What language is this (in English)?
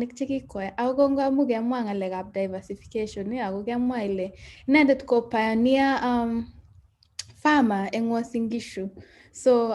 Kalenjin